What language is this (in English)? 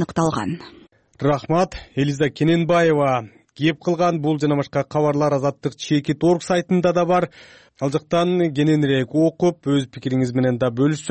Kyrgyz